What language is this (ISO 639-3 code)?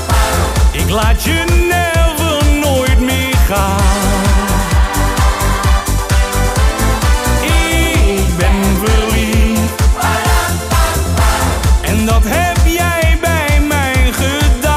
nld